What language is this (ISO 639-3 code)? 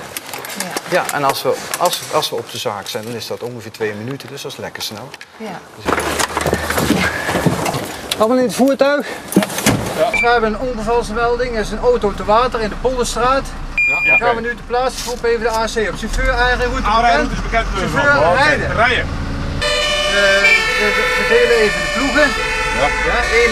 nld